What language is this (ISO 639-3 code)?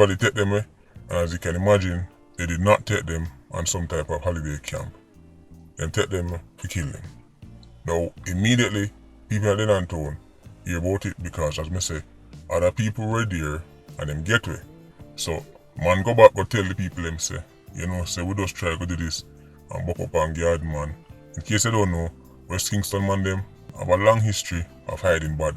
jam